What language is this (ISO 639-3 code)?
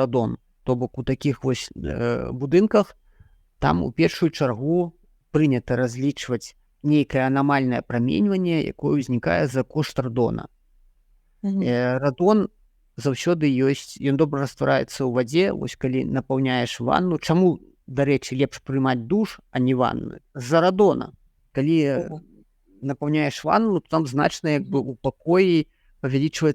bel